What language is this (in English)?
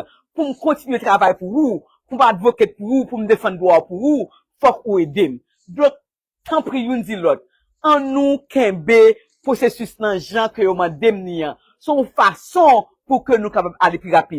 Haitian Creole